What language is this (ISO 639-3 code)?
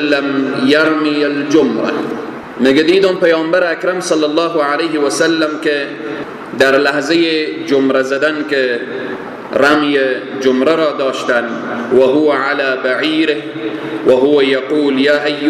fas